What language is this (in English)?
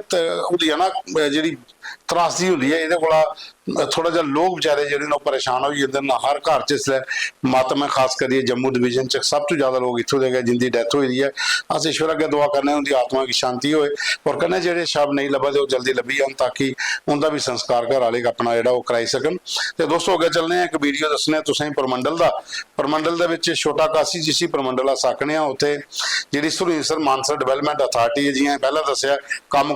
Dogri